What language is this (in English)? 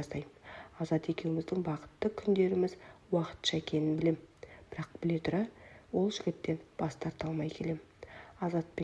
Kazakh